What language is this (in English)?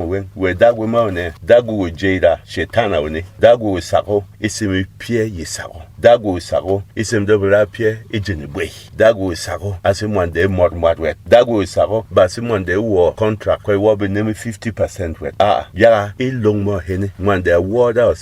Berom